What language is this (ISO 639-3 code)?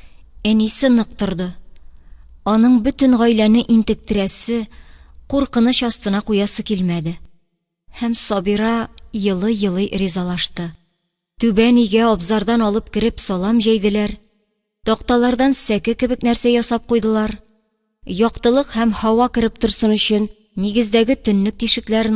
tat